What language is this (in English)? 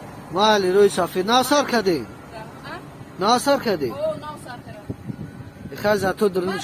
Tajik